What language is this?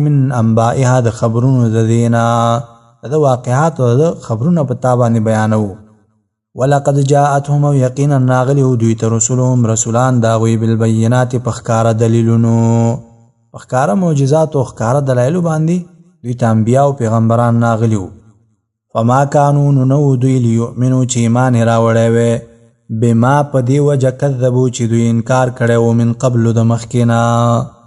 Pashto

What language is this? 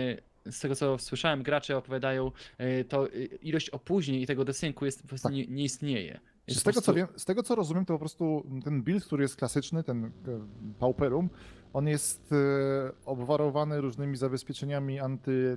Polish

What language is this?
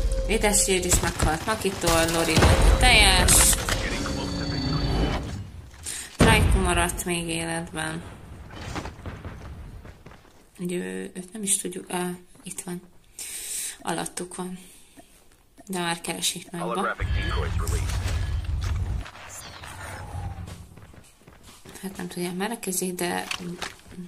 Hungarian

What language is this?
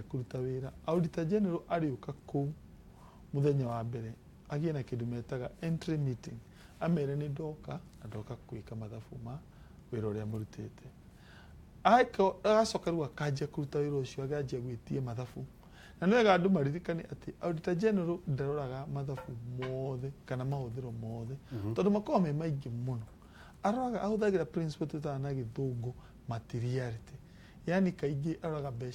Kikuyu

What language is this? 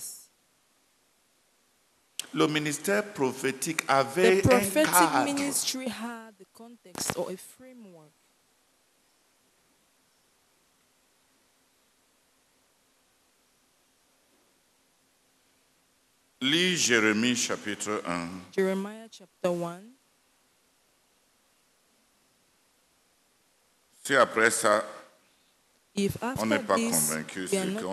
French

